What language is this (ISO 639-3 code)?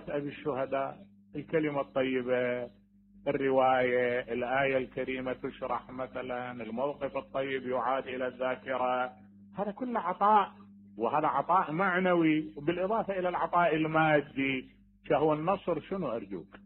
acm